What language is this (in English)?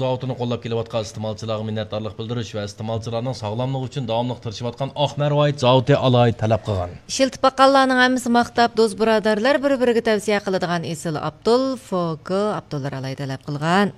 Uyghur